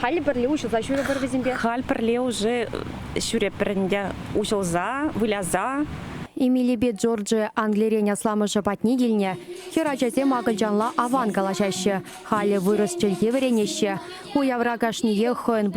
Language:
Chuvash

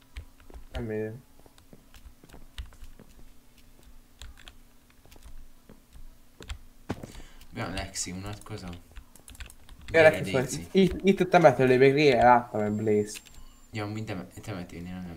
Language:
Hungarian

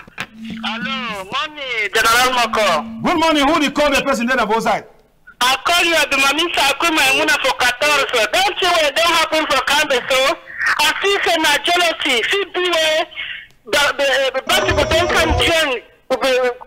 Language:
Cameroon Pidgin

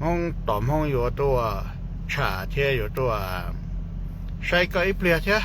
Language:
Hmong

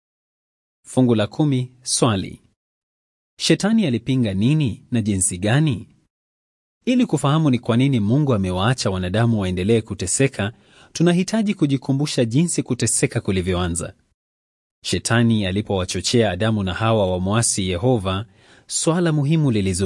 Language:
Swahili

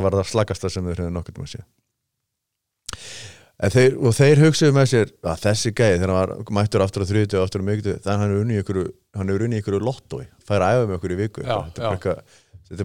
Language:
Icelandic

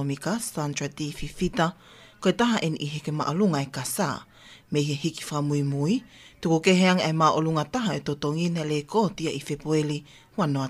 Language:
Tongan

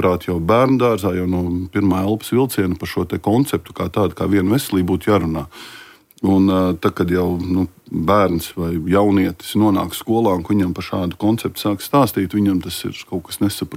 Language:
Latvian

